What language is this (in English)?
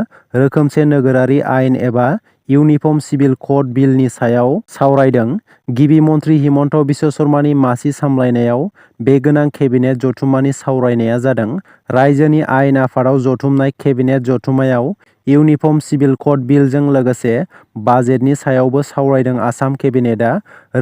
Bodo